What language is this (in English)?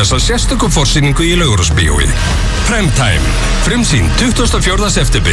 Icelandic